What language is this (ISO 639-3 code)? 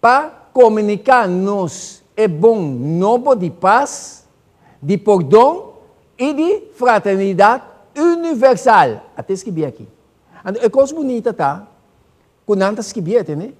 pap